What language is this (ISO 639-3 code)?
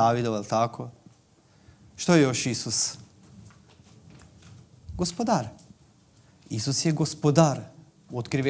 hrv